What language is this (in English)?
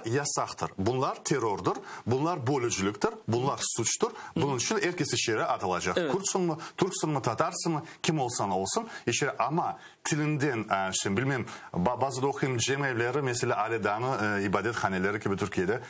Crimean Tatar